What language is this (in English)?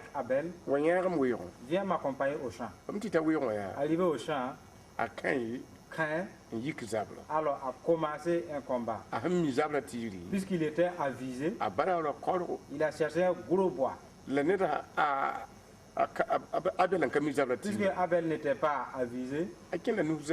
Mossi